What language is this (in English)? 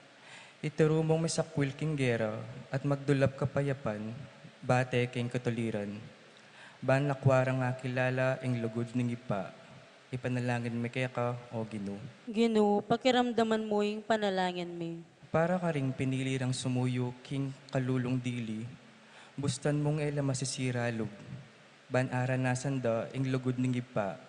Pampanga